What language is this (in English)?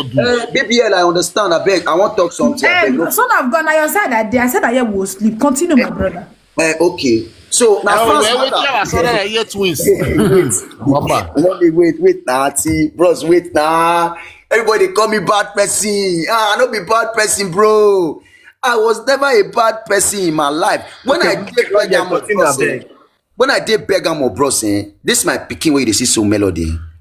Nigerian Pidgin